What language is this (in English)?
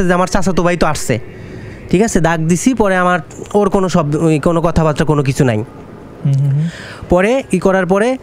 Bangla